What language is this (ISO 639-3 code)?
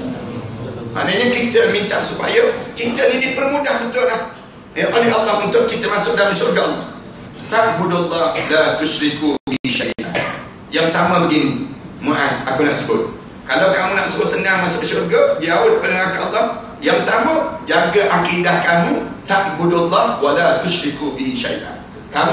msa